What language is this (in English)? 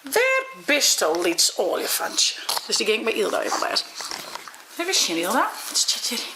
Western Frisian